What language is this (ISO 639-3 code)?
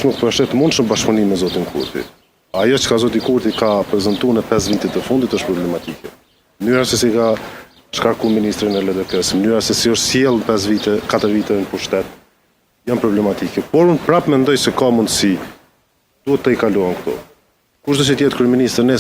sqi